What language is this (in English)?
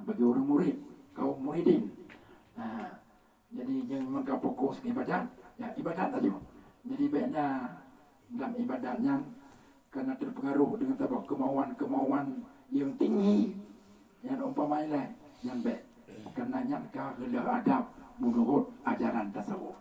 Achinese